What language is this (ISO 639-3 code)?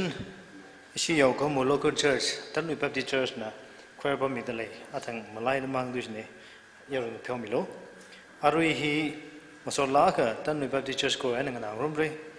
nmf